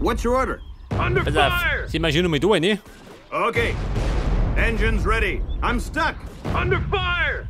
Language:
Bavarian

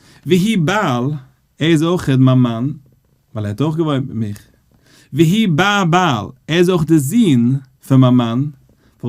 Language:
Yiddish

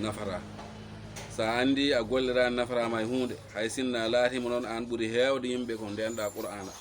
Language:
Fula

